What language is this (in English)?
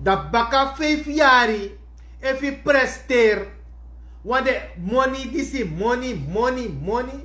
Sranan Tongo